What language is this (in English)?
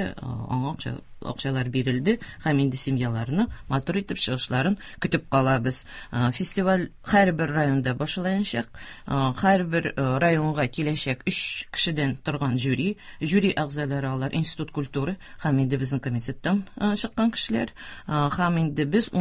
Tatar